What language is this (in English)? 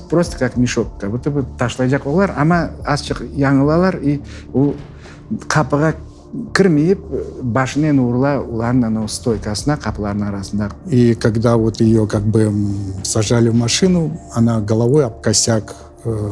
Crimean Tatar